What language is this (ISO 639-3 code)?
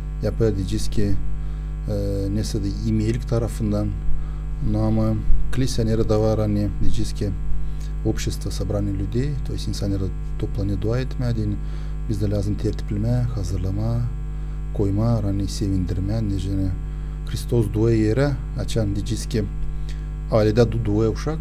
gag